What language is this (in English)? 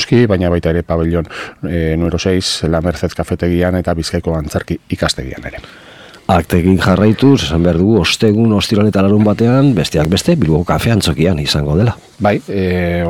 Basque